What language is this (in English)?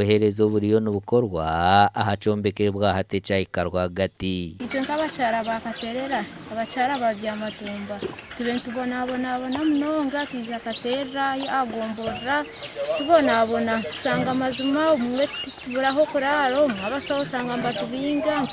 Nyankole